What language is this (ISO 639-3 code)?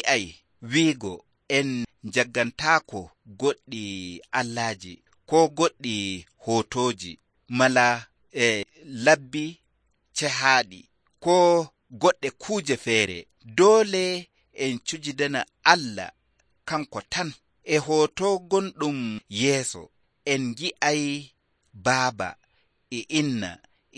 fuv